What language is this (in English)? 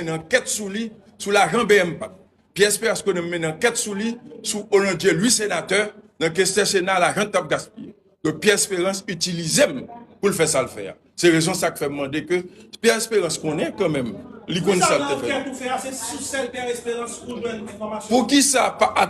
Haitian Creole